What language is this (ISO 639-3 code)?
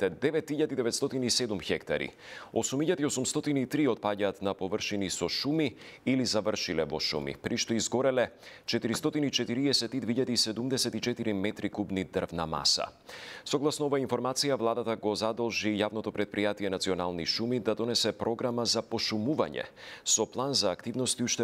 mkd